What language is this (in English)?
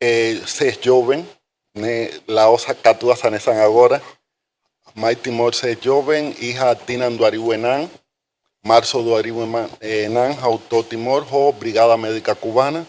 Tetum